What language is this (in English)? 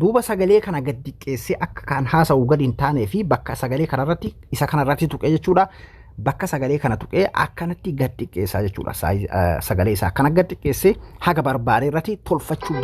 Oromo